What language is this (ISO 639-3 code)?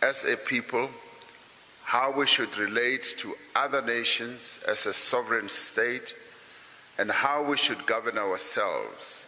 eng